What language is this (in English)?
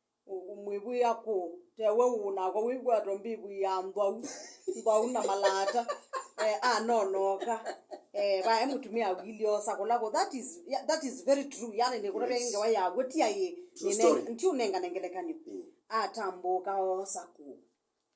Kamba